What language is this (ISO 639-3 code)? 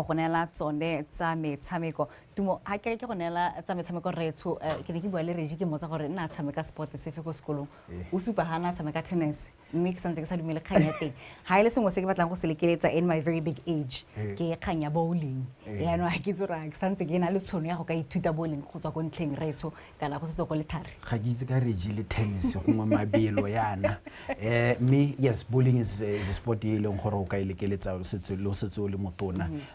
tsn